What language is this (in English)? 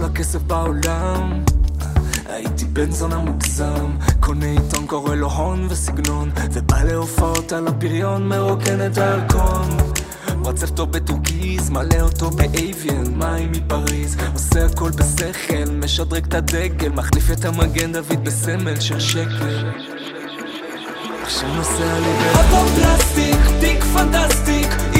Hebrew